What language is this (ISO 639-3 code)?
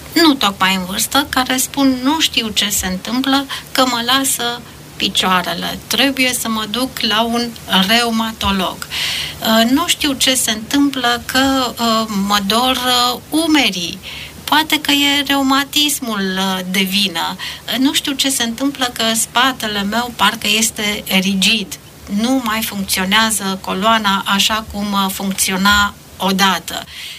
ron